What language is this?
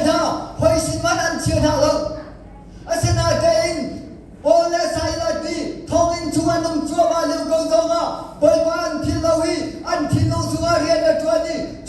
Hakha Chin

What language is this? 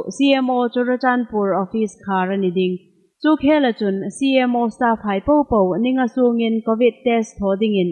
Hmar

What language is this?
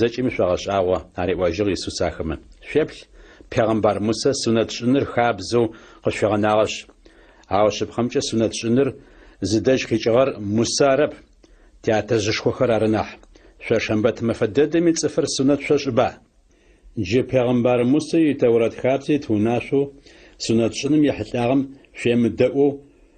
Adyghe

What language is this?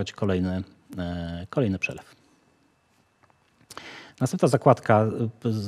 Polish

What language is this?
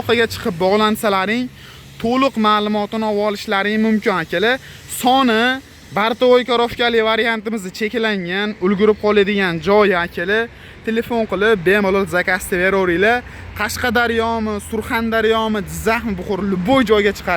Uzbek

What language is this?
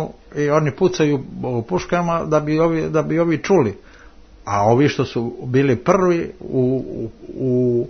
Serbian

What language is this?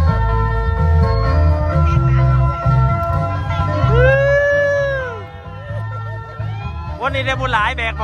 Thai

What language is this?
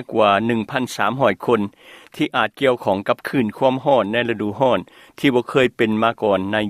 Lao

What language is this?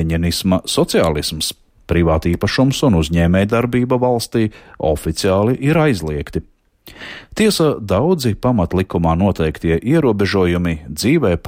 Latvian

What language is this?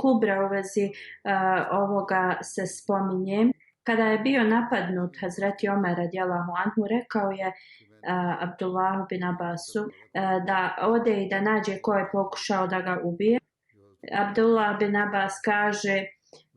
Bosnian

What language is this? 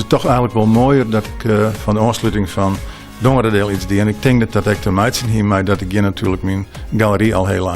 Western Frisian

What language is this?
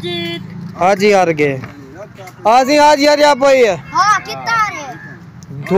Saraiki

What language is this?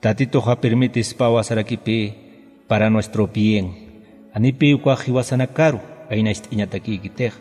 Aymara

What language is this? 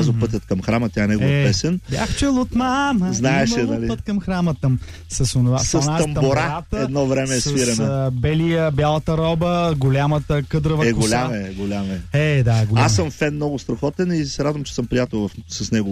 Bulgarian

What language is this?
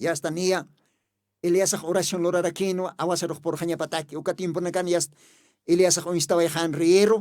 Aymara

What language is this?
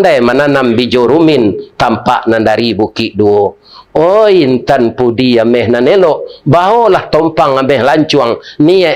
Minangkabau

